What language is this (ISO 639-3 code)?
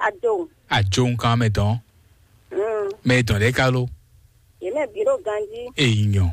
fon